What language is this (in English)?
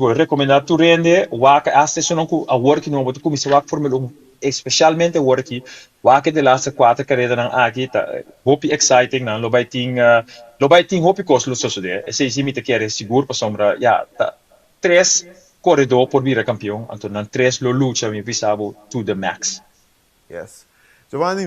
Papiamento